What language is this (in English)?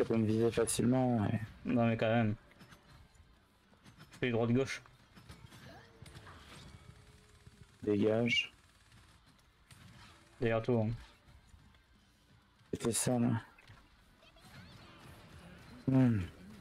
French